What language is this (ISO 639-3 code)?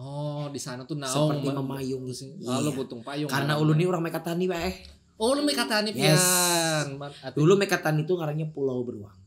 bjn